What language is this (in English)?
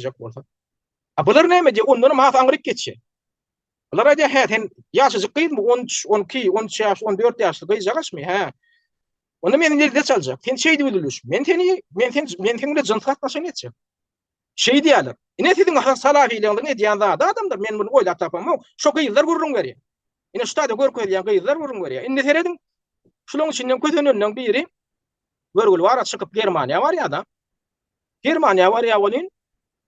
Turkmen